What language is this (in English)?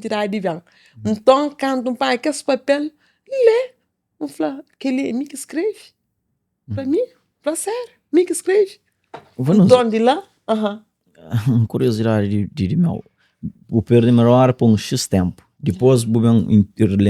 Kabuverdianu